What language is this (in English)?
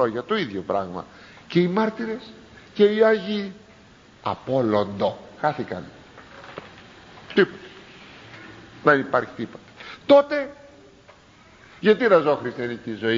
Greek